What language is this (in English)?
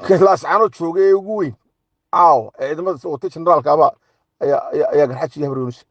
Somali